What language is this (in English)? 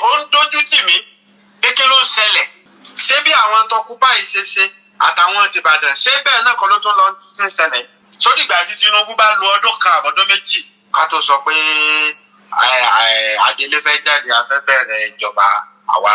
Yoruba